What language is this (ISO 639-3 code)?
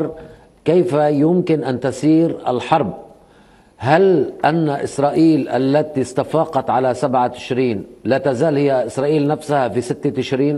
acm